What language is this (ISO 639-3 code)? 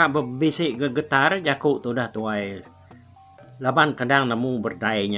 iba